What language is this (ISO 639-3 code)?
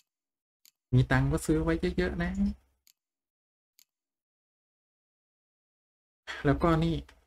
tha